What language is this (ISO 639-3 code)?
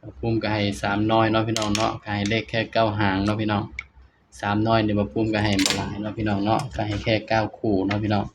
tts